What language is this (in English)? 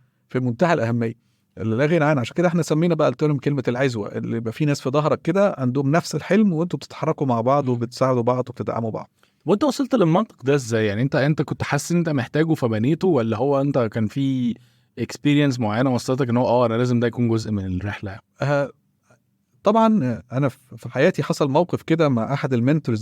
Egyptian Arabic